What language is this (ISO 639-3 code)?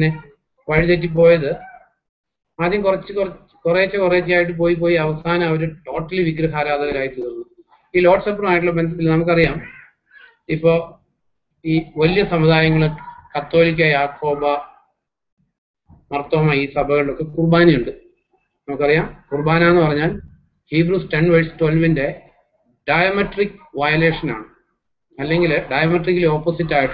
mal